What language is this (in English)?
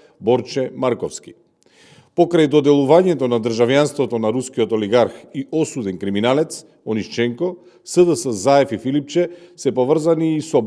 Macedonian